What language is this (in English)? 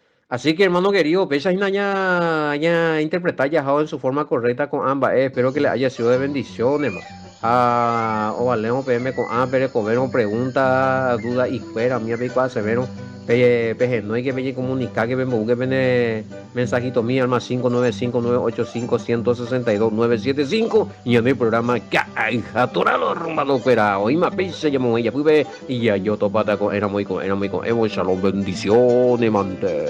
Guarani